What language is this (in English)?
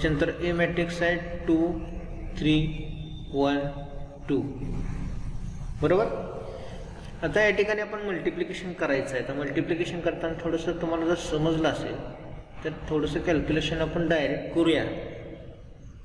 Marathi